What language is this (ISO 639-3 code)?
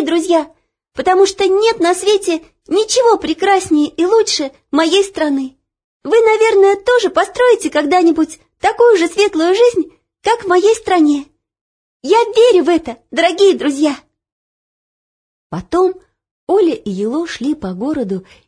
rus